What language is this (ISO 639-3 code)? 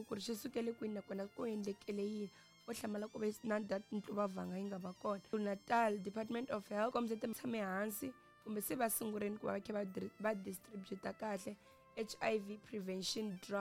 tso